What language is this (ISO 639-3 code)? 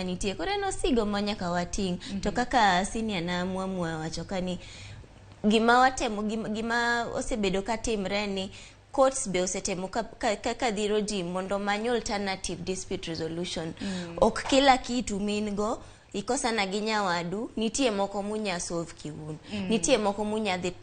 luo